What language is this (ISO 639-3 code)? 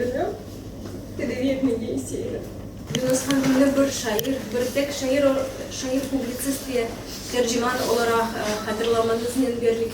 crh